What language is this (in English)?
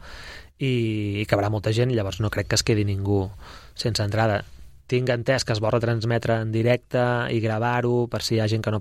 Catalan